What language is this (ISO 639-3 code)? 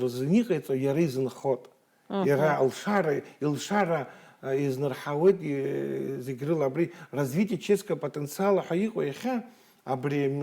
abk